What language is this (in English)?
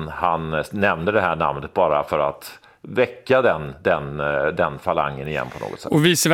Swedish